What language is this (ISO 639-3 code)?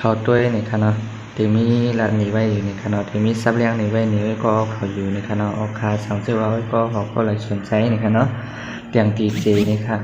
shn